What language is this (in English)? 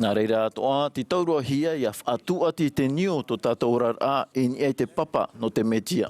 Tahitian